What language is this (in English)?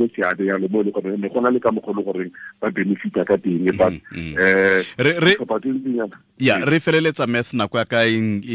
Tswana